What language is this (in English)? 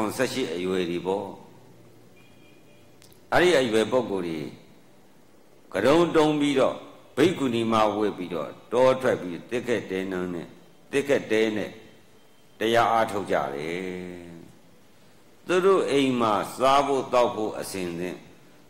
Burmese